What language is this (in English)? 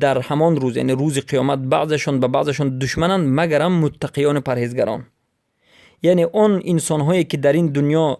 Persian